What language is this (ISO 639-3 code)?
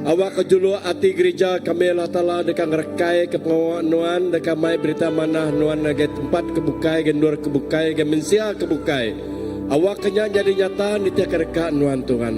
iba